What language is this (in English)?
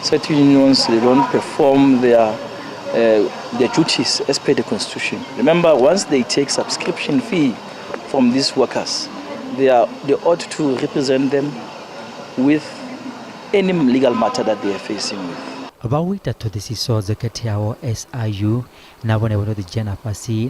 Venda